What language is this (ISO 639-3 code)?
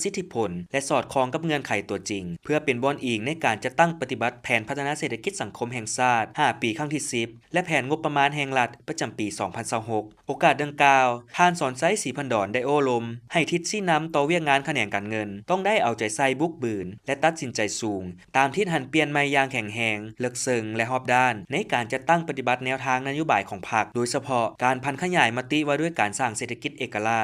lao